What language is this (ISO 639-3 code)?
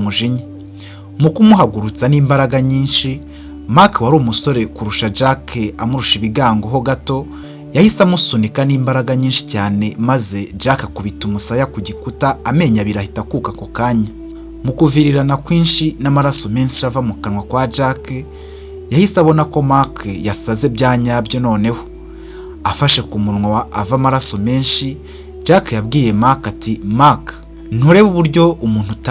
kin